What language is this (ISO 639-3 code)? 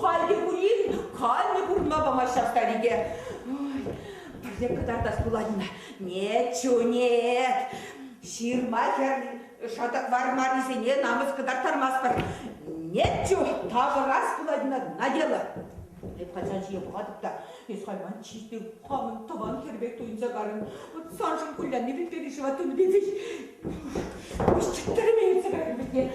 chv